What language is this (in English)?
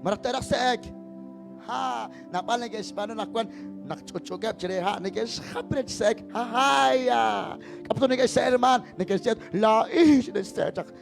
Kekchí